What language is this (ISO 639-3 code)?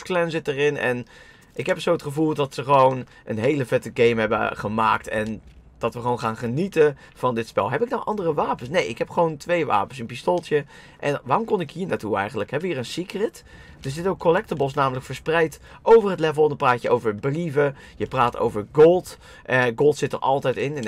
nld